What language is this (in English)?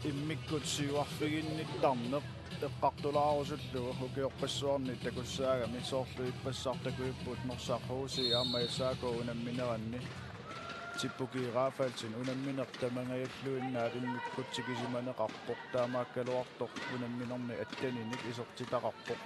Kalaallisut